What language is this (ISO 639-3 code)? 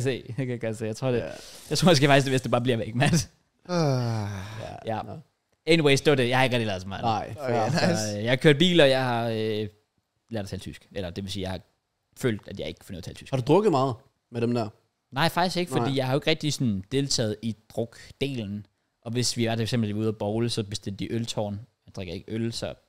dan